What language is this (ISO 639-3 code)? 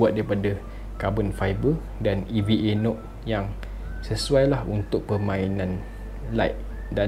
msa